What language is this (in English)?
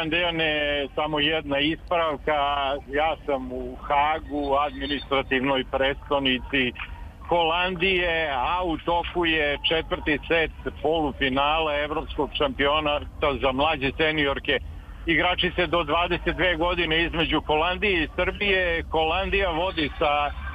Serbian